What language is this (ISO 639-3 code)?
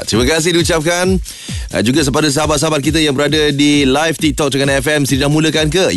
msa